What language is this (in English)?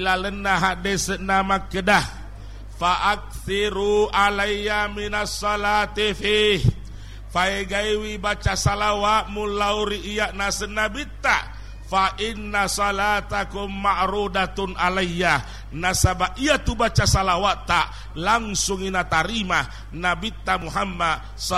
Buginese